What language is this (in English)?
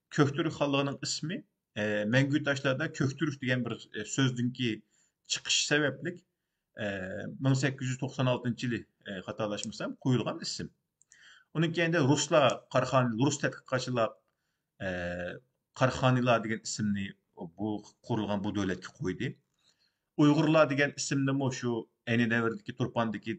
Uyghur